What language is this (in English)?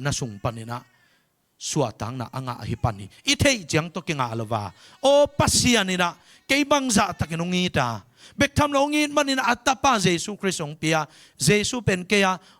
Tedim Chin